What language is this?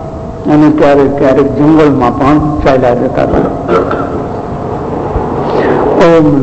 Gujarati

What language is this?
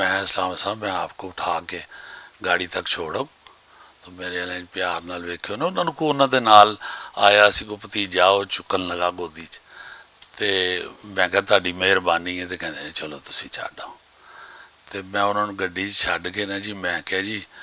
Western Panjabi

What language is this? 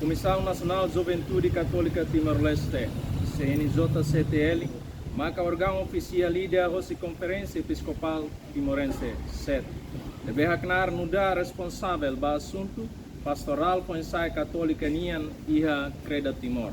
Tetum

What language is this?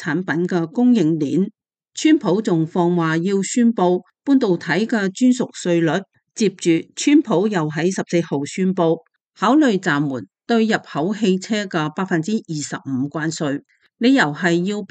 Cantonese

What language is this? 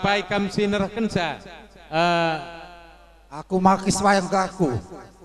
Batak Karo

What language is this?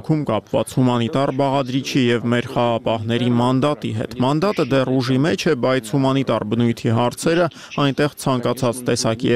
Armenian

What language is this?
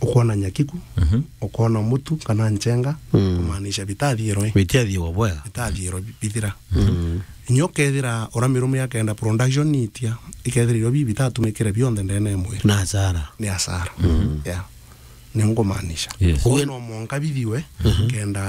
Meru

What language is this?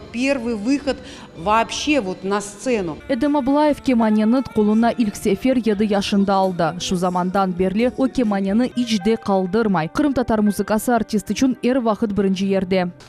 Crimean Tatar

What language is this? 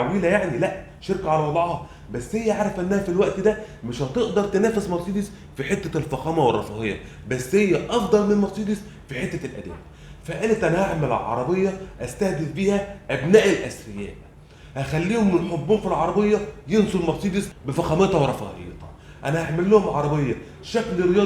Egyptian Arabic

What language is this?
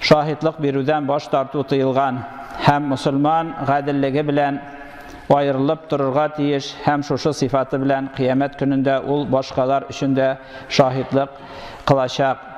Tatar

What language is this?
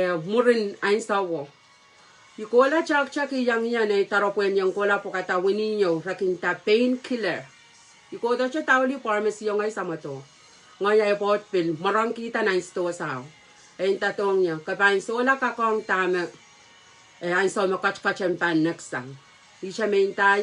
Pohnpeian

